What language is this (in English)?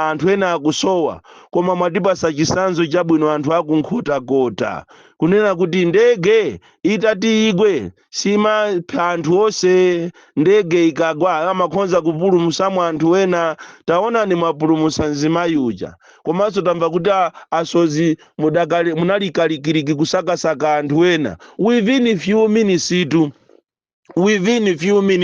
Nyanja